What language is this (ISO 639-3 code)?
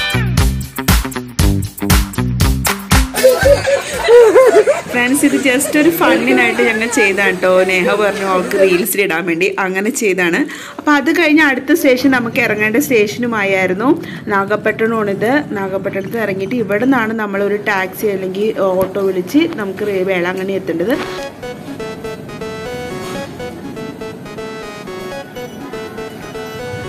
mal